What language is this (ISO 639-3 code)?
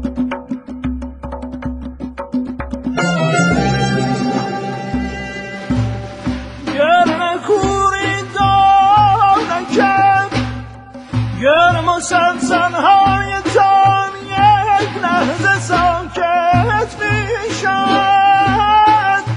fas